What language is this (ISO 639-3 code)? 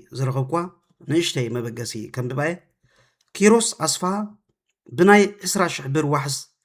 tir